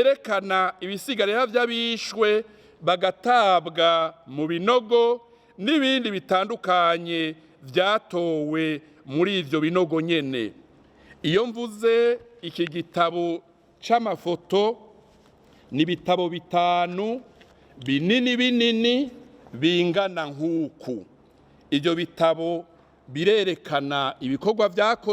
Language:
Rundi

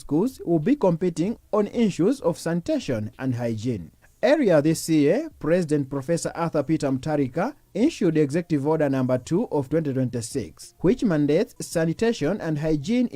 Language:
English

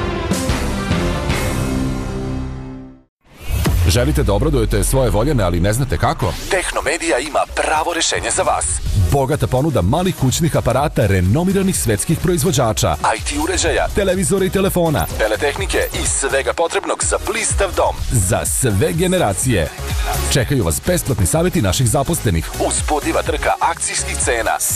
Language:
Serbian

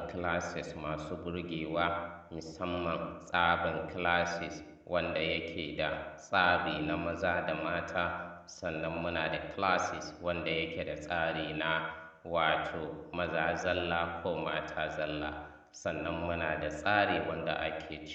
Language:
Hausa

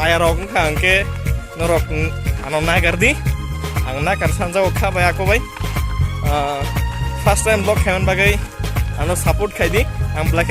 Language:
Kok Borok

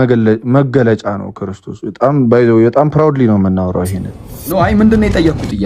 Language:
Amharic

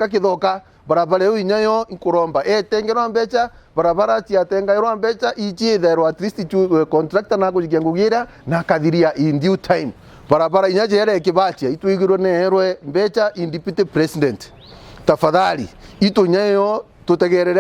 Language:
Meru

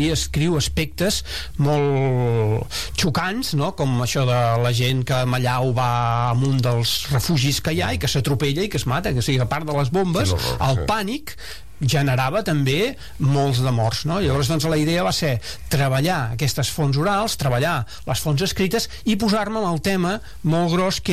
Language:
Catalan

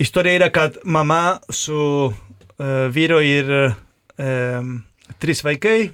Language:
Lithuanian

